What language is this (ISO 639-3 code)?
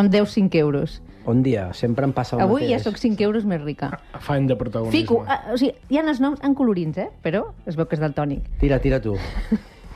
cat